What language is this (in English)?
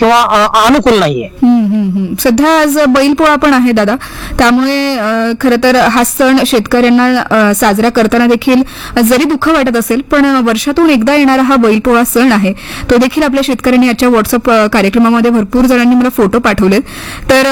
Marathi